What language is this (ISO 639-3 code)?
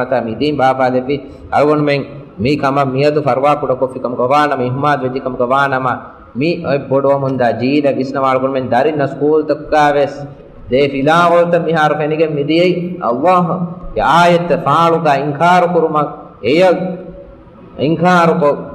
div